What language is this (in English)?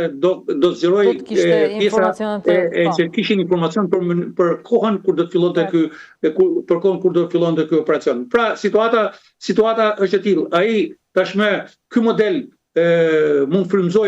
Albanian